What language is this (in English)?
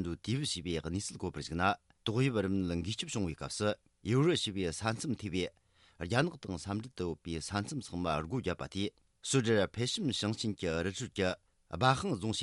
Tibetan